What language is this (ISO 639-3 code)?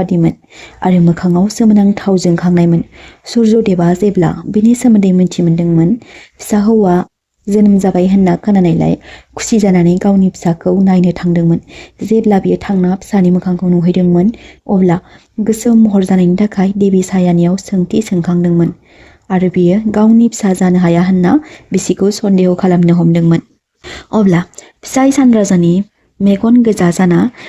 brx